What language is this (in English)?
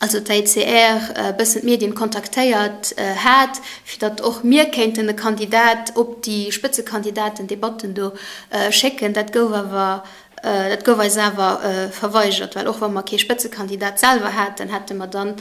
Luxembourgish